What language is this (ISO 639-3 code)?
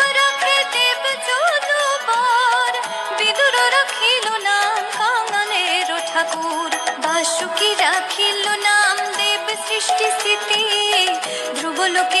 ben